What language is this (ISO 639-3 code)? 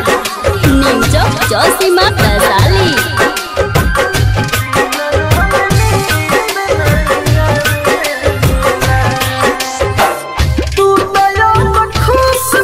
bho